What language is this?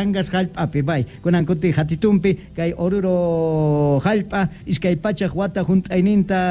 South Bolivian Quechua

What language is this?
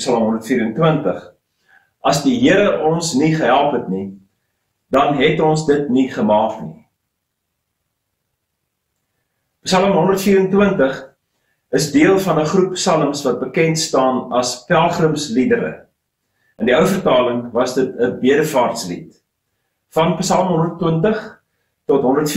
Afrikaans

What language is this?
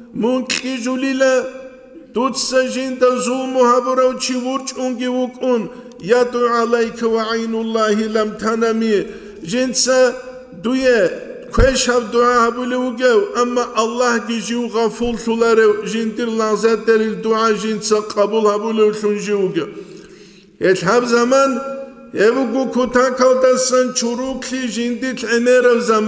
Avaric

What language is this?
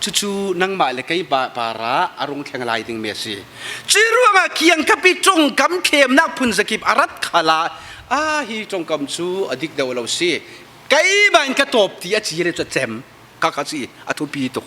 Falam Chin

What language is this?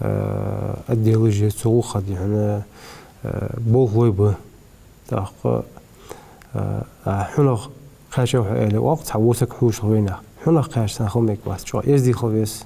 Ingush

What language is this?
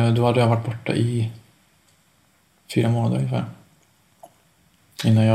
Swedish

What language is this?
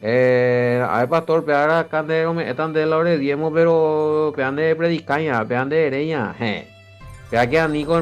Guarani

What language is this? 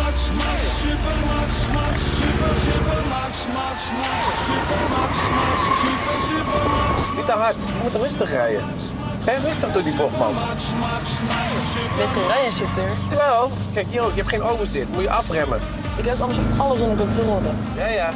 Dutch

